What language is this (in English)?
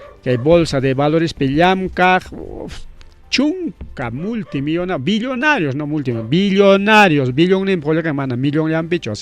Ayacucho Quechua